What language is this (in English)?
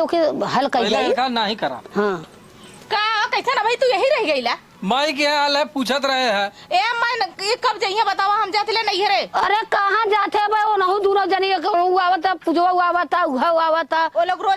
Awadhi